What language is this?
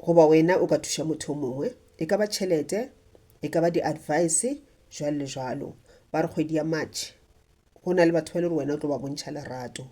Northern Sotho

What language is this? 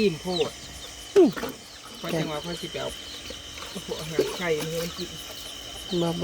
Northeastern Thai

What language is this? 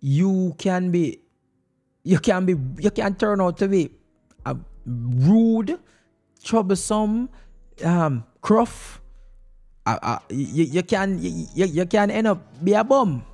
Jamaican Creole English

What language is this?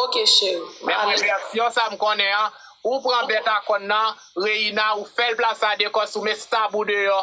Haitian Creole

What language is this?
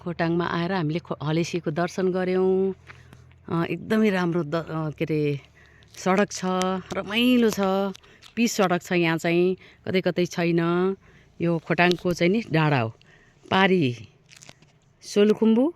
Nepali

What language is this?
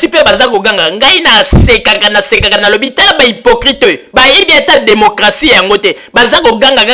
Lingala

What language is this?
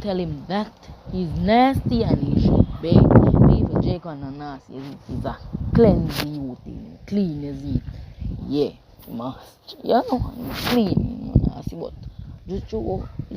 Jamaican Creole English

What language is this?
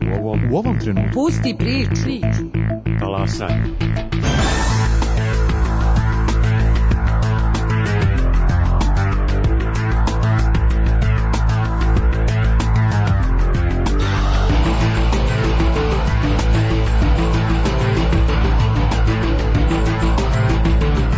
Serbian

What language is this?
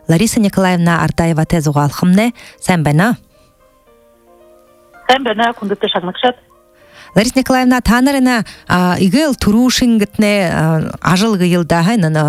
Buriat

